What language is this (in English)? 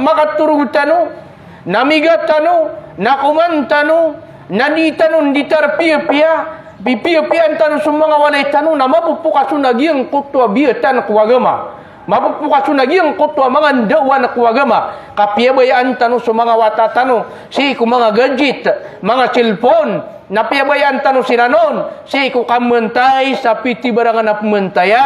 Maranao